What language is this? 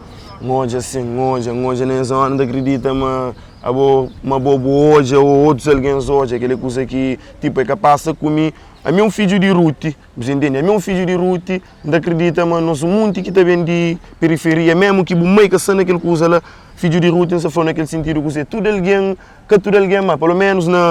Kabuverdianu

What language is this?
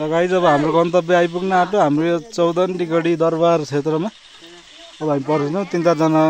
Nepali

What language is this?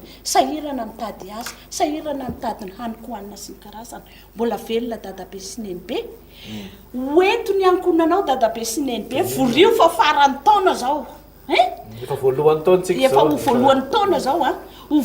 Malagasy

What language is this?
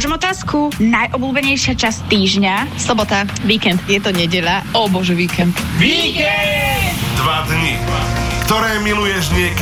Slovak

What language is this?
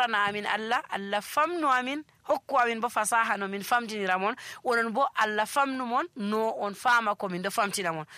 Nigerian Fulfulde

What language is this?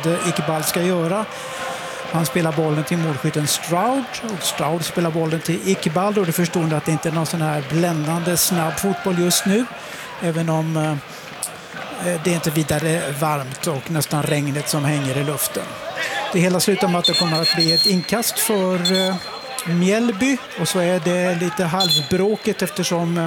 Swedish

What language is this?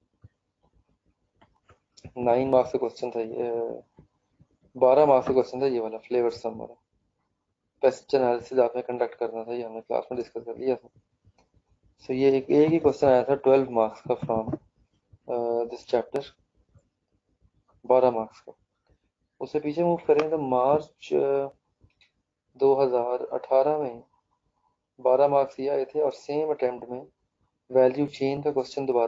Hindi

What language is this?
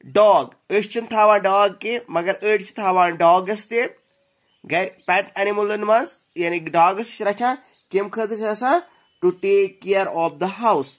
Kashmiri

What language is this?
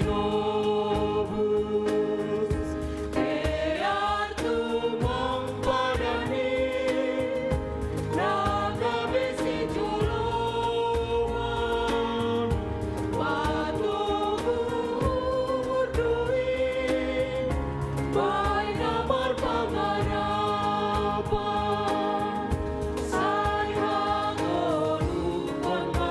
Batak Simalungun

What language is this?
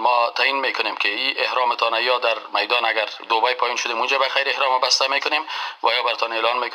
Persian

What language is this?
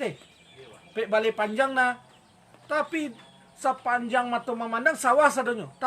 Minangkabau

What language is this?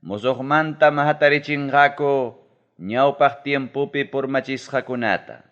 Ayacucho Quechua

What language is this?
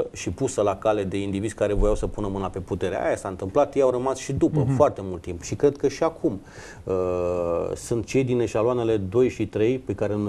Romanian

